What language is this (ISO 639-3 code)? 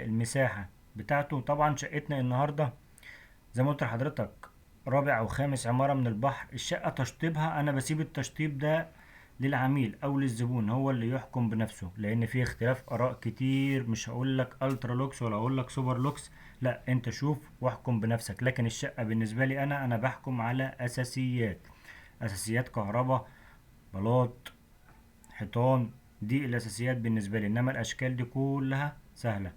arz